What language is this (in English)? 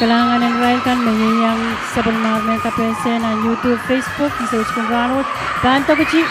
Pohnpeian